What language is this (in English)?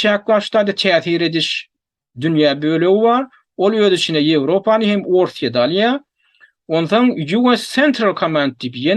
Turkmen